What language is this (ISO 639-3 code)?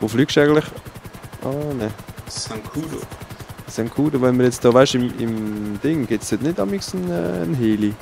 gsw